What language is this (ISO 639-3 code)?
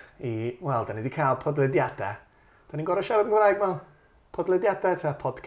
cym